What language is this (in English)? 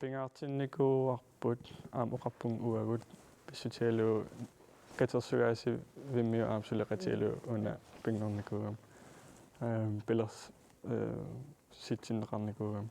Kalaallisut